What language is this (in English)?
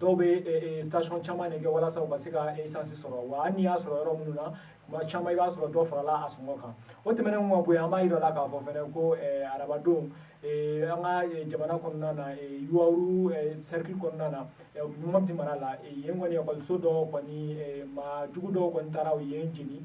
Bambara